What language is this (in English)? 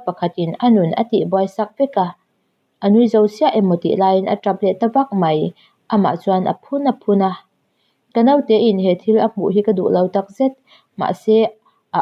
Mizo